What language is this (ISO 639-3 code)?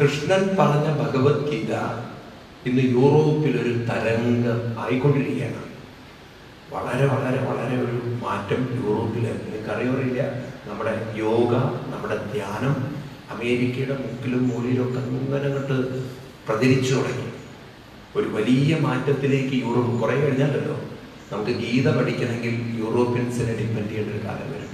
mal